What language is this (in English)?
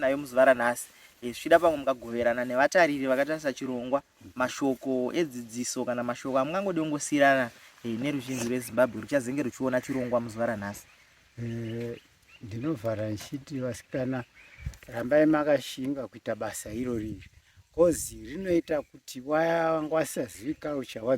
Shona